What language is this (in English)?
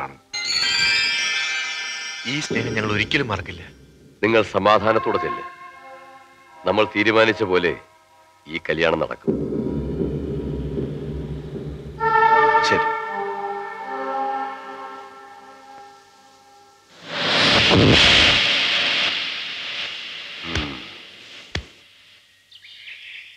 Malayalam